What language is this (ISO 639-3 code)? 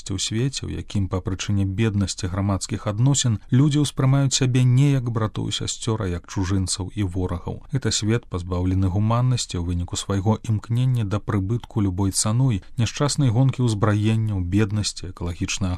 bel